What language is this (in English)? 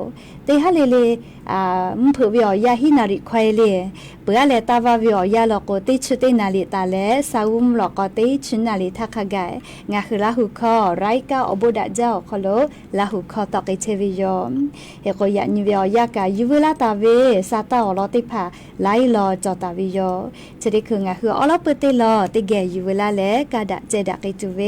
Lahu